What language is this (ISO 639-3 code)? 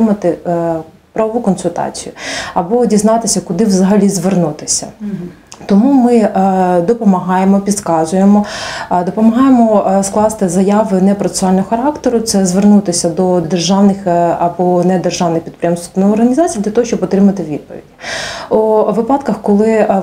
ukr